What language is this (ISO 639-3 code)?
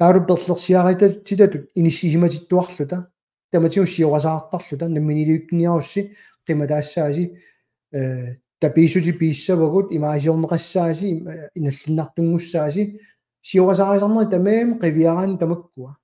kal